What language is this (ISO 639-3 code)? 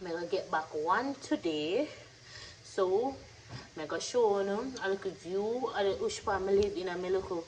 jam